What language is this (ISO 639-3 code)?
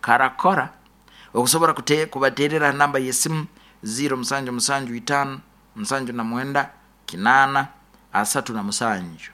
nyo